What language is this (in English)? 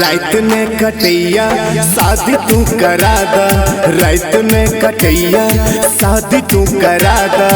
Maithili